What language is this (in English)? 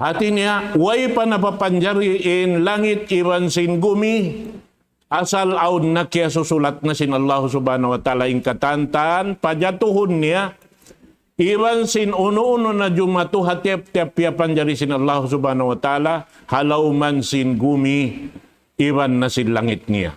Tausug